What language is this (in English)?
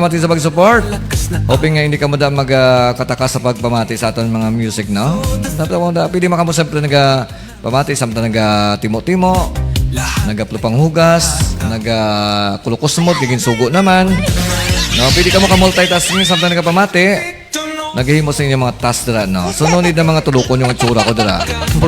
Hiligaynon